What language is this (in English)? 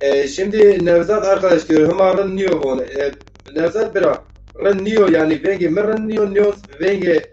Zaza